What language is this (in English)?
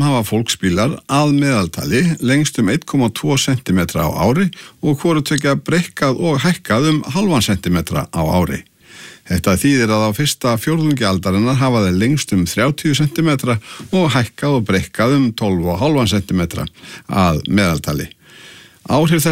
Icelandic